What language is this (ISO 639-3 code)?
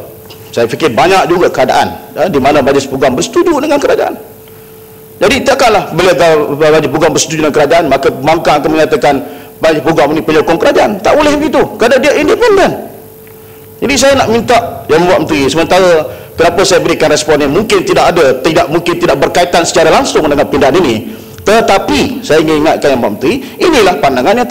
msa